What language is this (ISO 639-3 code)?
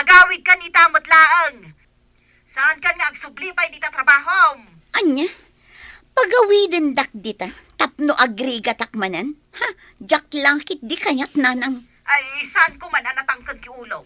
ilo